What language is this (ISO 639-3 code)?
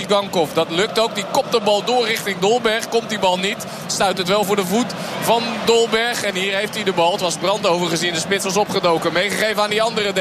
nld